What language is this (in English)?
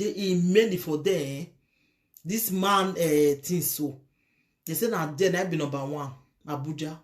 Nigerian Pidgin